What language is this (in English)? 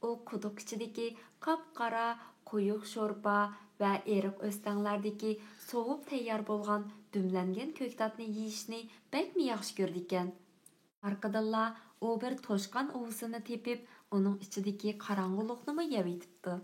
Uyghur